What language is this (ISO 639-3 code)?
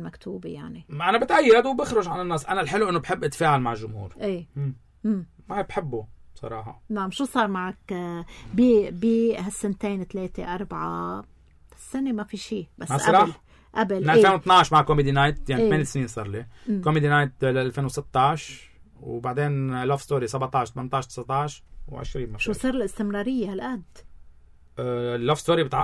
apc